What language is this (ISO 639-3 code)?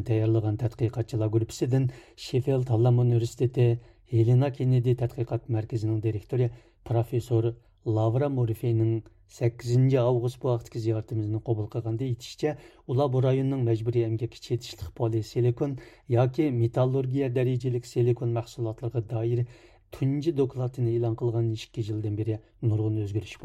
uig